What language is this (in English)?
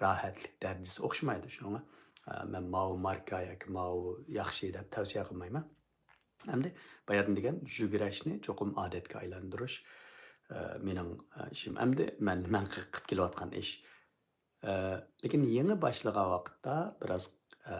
Uyghur